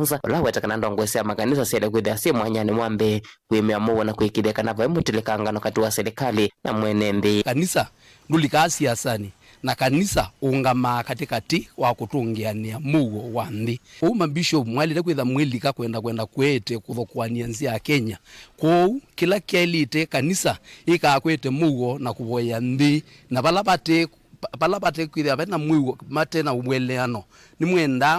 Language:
Kamba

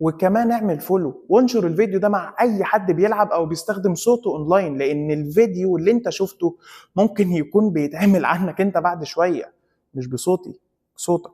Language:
Egyptian Arabic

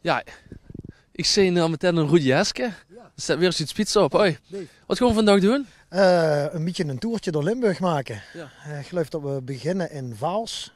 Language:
Limburgish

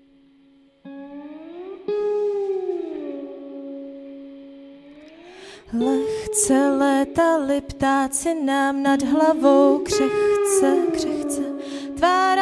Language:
Czech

